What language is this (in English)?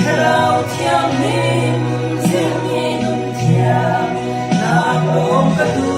Falam Chin